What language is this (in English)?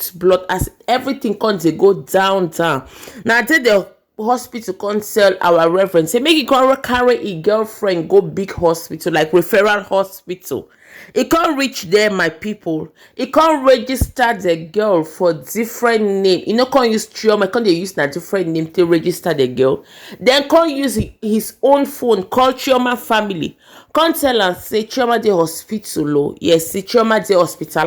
Nigerian Pidgin